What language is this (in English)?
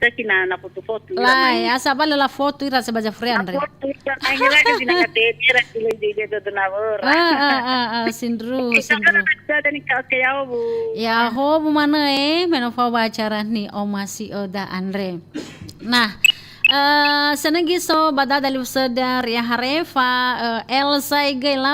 Nias